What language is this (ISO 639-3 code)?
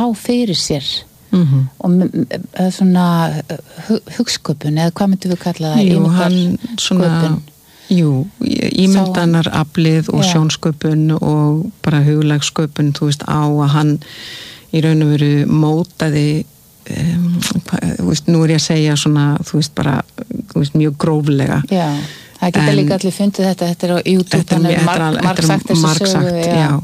isl